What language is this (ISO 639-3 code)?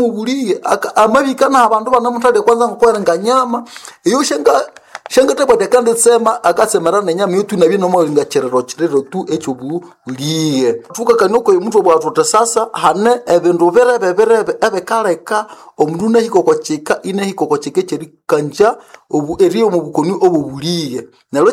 nnb